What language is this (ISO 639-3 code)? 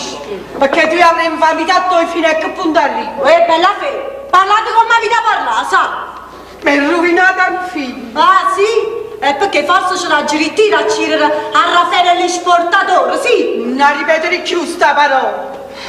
nap